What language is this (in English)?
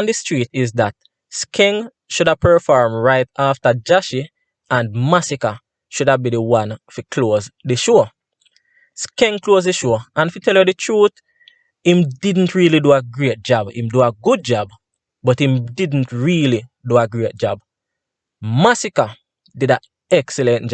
Jamaican Creole English